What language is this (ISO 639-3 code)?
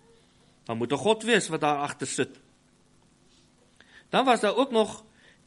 afr